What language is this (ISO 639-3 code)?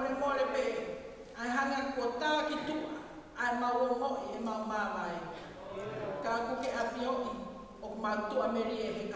ton